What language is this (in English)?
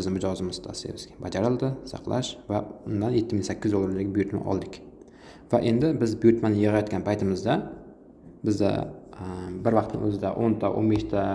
Uzbek